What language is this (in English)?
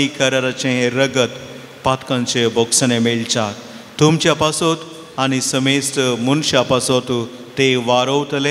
Konkani